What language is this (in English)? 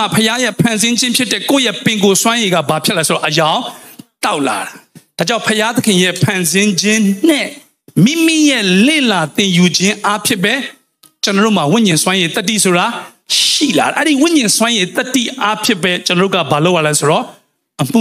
Burmese